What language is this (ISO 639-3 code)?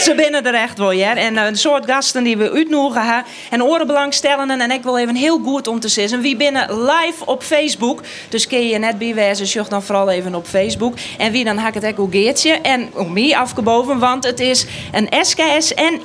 fry